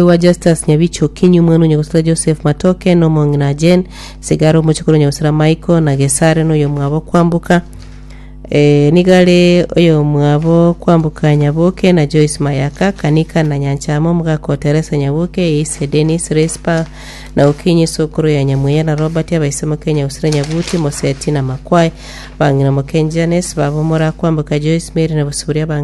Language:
Gusii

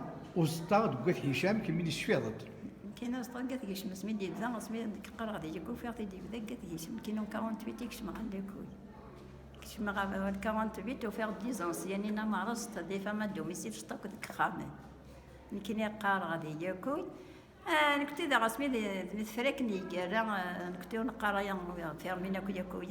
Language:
Kabyle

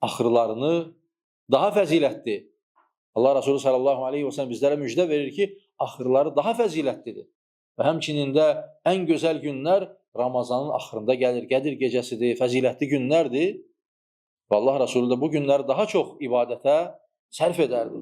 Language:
Azerbaijani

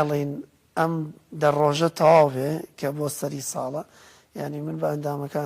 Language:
Central Kurdish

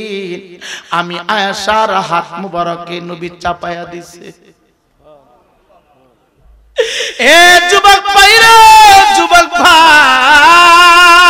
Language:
Bangla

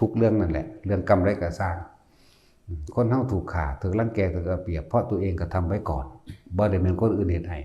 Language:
Northeastern Thai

